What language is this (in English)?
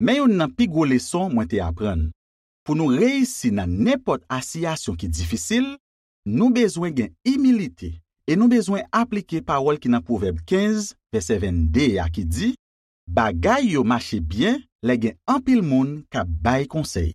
Haitian Creole